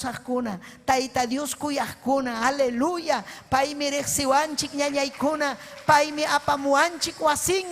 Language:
Ayacucho Quechua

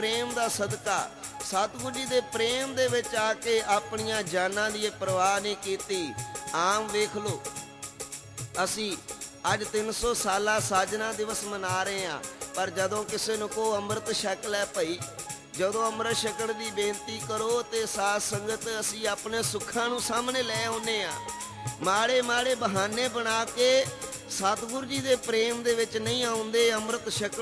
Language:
Punjabi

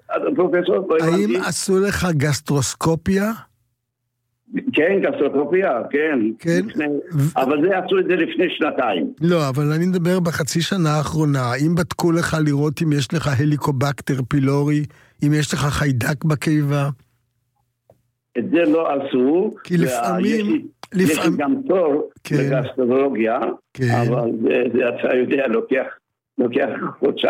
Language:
Hebrew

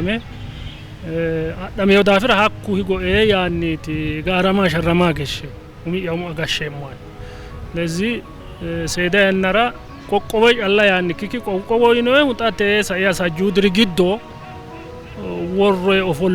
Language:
Sidamo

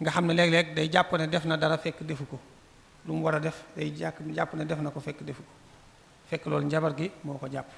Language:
Wolof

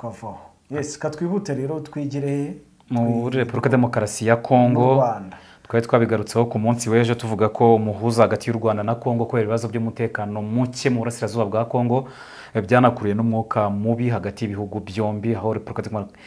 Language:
Kinyarwanda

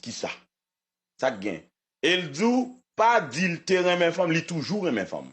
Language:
Haitian Creole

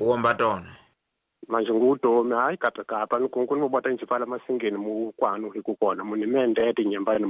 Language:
Tsonga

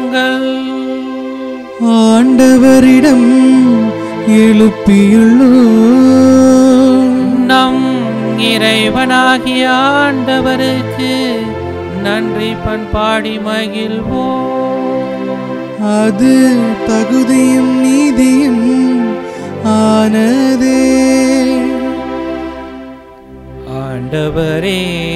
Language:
Tamil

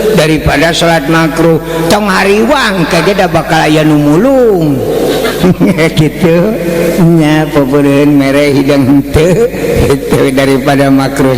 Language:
Sundanese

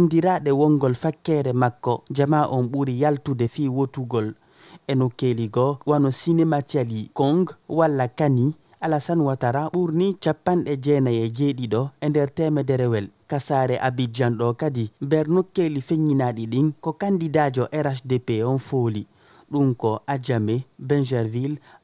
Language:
Fula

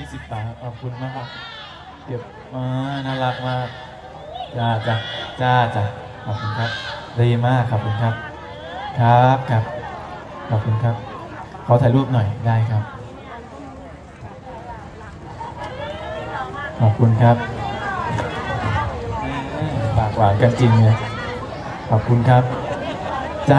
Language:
Thai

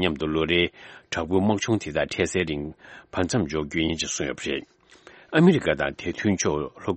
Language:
Tibetan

